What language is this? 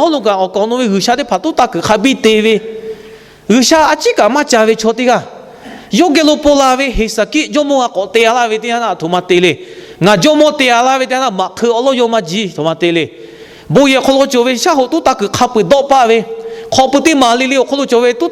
Lahu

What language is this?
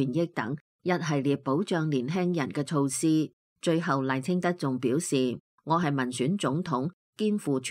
Cantonese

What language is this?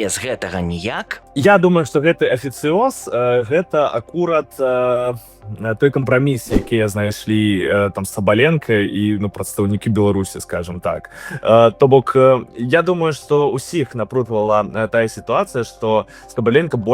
Belarusian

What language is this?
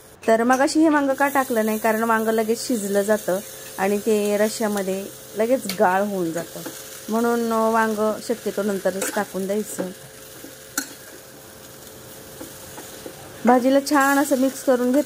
Marathi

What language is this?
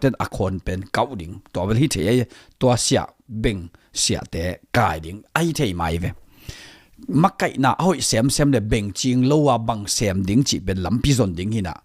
Tedim Chin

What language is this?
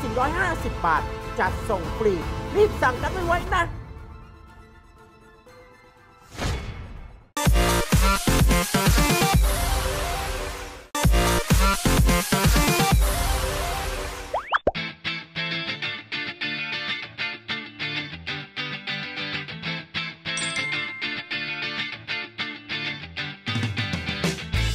Thai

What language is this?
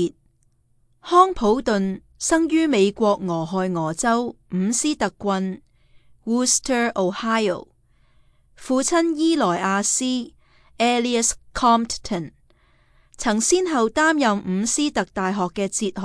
Cantonese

